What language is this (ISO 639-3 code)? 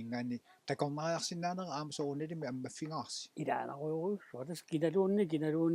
kal